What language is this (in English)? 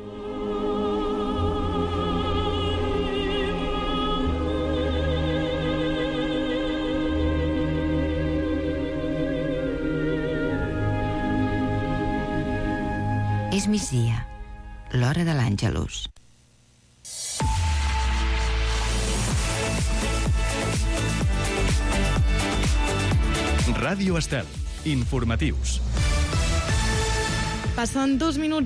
Catalan